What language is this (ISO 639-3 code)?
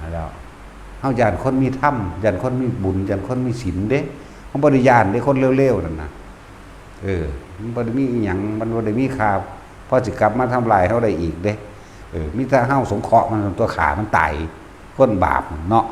tts